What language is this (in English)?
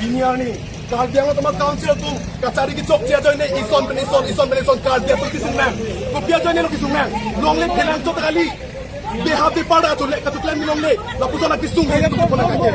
Karbi